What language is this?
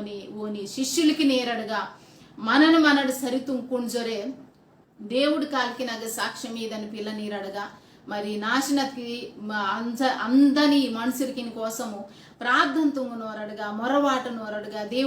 Koya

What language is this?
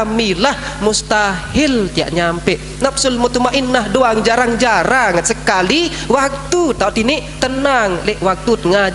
Sasak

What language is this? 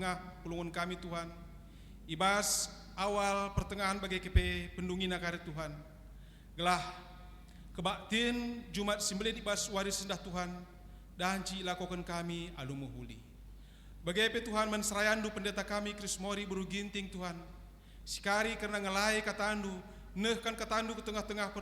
Batak Karo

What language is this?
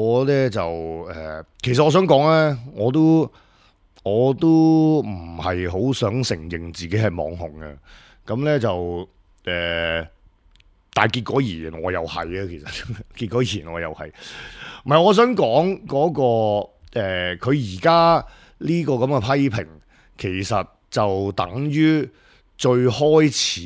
Cantonese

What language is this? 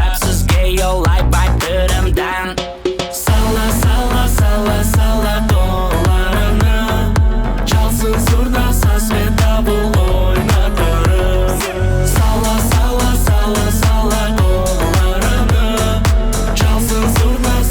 Crimean Tatar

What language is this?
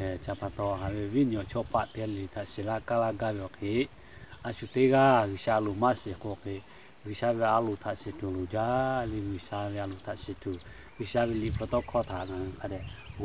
Lahu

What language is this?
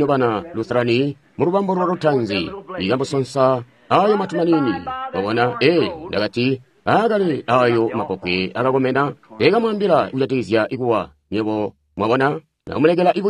Tonga (Zambia)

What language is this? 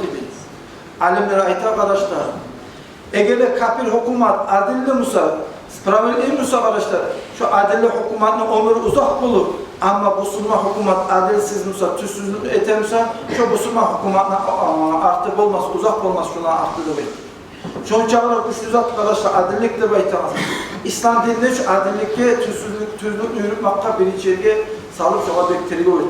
Kumyk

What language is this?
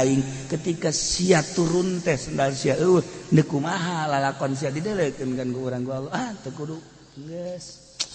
Sundanese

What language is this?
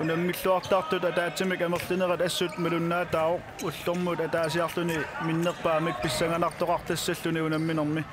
Kalaallisut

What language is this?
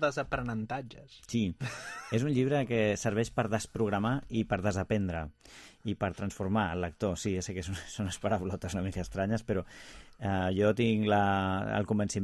Catalan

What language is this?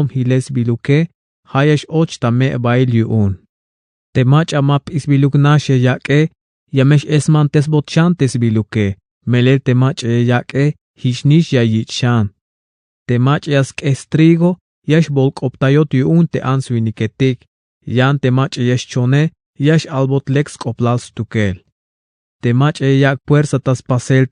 Tzeltal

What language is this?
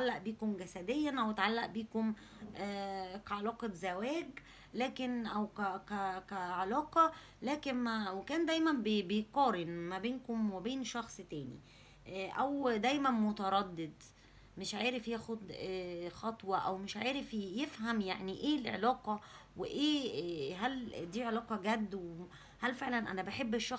Egyptian Arabic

